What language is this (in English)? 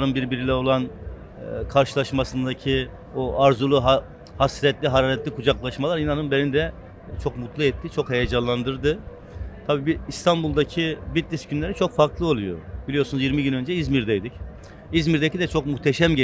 Turkish